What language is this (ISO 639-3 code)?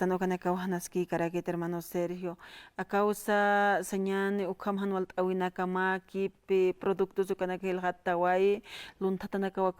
aym